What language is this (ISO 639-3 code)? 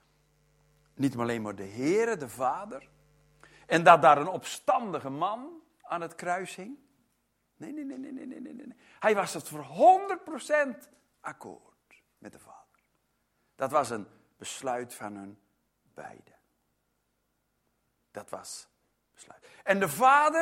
nld